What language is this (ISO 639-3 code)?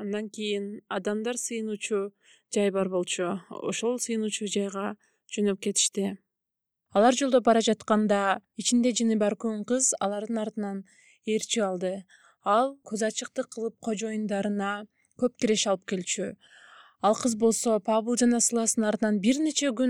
kir